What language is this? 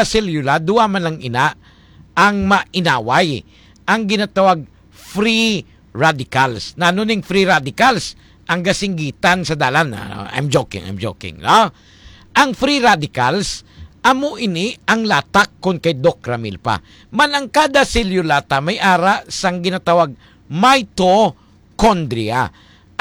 Hiligaynon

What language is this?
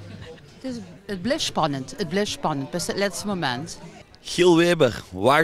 Limburgish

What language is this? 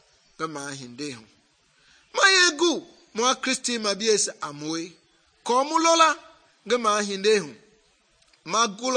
Mende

